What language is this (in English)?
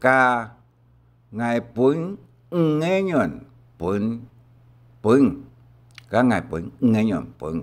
Hakka Chinese